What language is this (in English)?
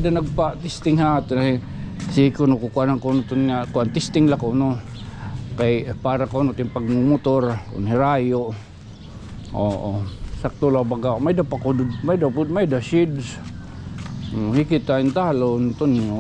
Waray